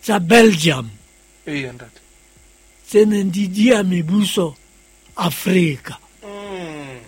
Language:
Southern Sotho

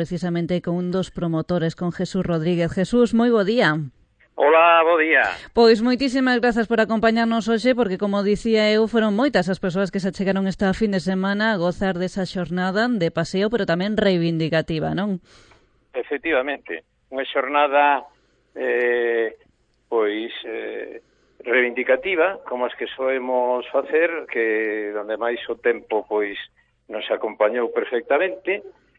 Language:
Galician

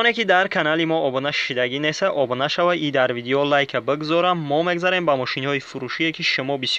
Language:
Tajik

